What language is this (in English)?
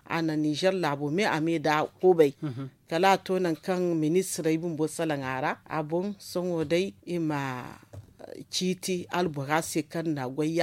Zarma